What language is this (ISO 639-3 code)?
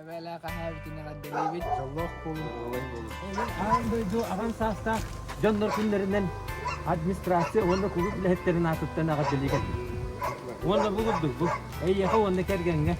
sah